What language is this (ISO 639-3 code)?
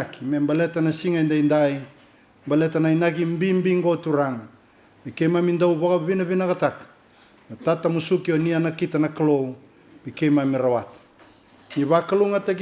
fij